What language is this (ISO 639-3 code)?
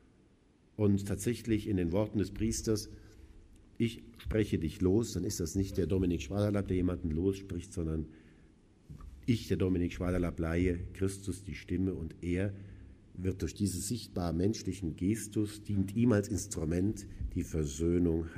deu